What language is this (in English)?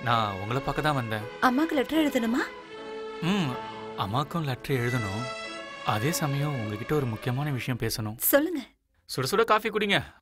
Tamil